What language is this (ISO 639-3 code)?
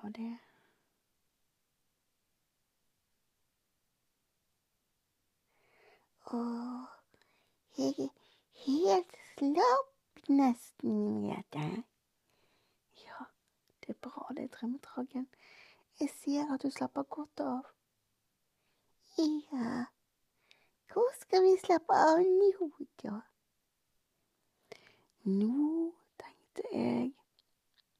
nor